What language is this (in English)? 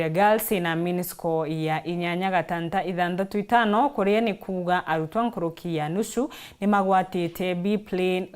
Meru